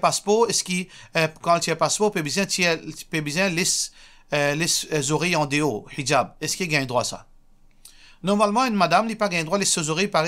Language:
Morisyen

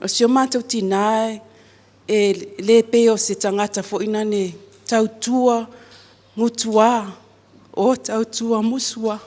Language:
Samoan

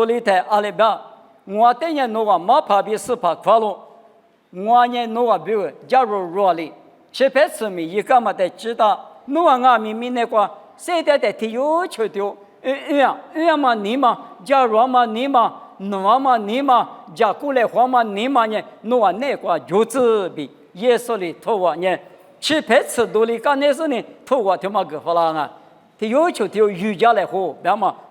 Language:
Lisu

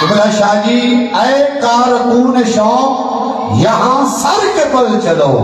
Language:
Saraiki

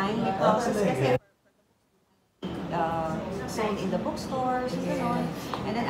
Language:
Filipino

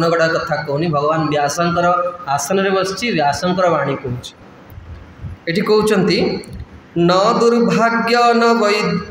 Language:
Odia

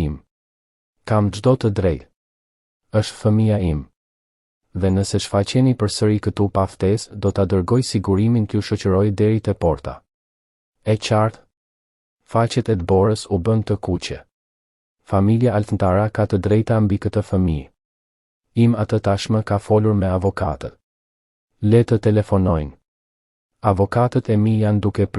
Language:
Albanian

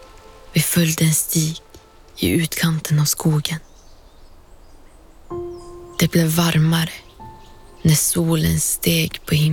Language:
Swedish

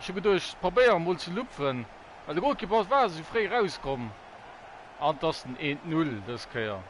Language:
Luxembourgish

